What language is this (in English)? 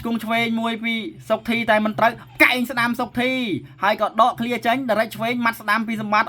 Khmer